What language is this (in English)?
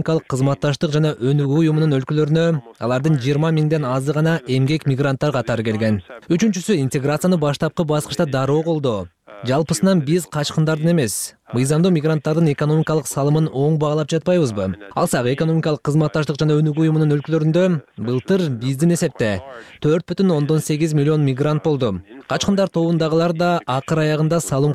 Kyrgyz